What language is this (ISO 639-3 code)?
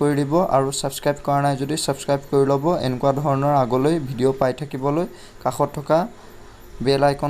asm